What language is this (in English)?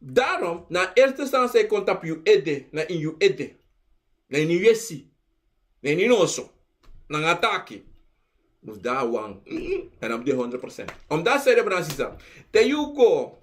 Sranan Tongo